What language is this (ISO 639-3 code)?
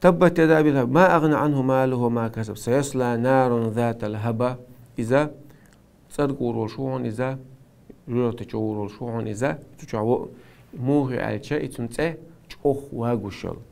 che